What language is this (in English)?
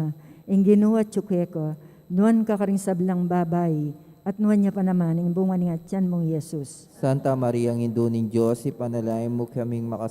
Pampanga